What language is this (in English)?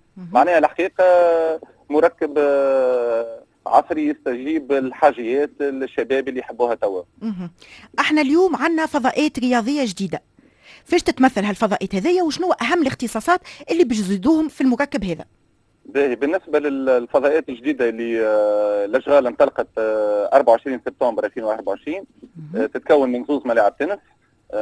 Tunisian Arabic